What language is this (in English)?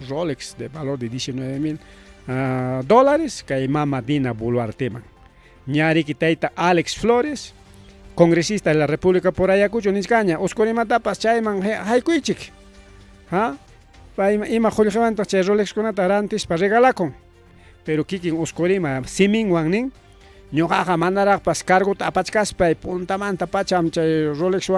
Ayacucho Quechua